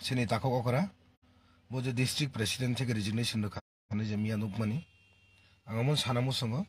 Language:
Kok Borok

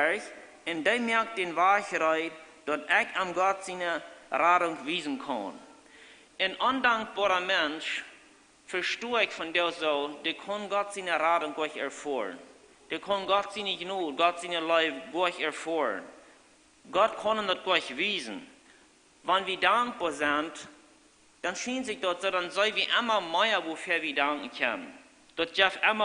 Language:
Plautdietsch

